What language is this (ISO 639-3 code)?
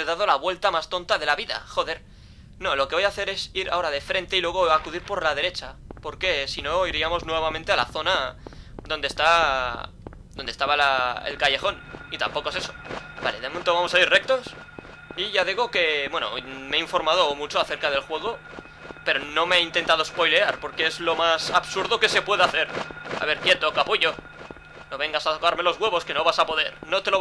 spa